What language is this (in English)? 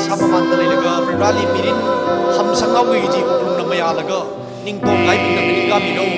Tangkhul Naga (India)